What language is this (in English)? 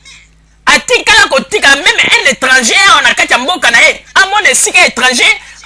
Lingala